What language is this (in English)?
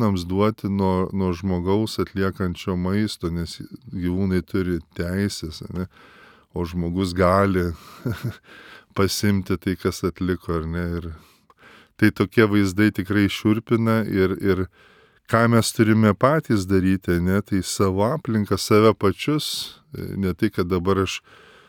Lithuanian